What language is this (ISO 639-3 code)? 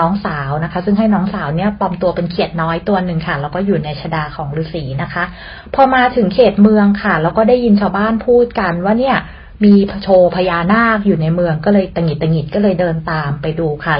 tha